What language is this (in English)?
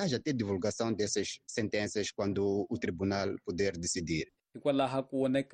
Tsonga